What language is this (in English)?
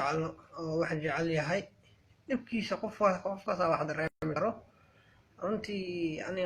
Somali